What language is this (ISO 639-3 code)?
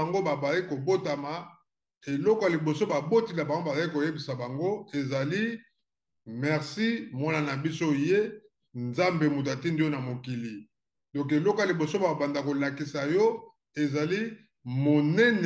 lin